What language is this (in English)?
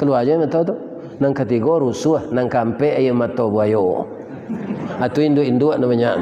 Minangkabau